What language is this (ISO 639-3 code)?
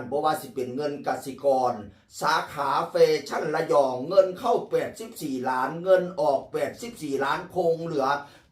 tts